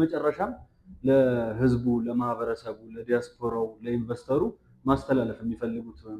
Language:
Amharic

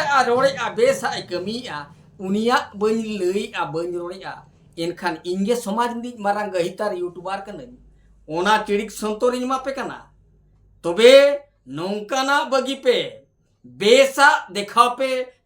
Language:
Santali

